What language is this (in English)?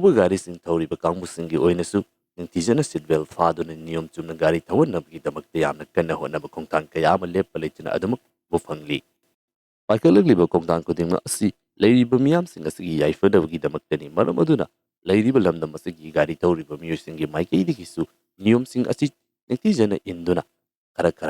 Manipuri